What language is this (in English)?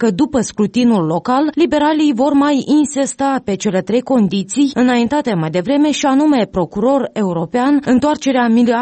Romanian